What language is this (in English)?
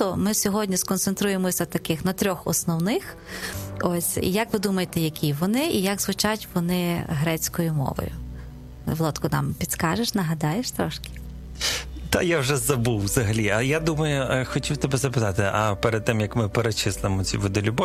Ukrainian